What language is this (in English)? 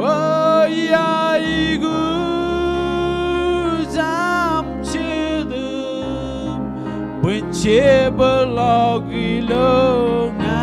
Marshallese